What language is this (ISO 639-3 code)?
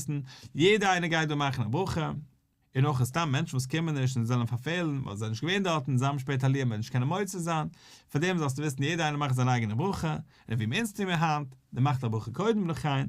yid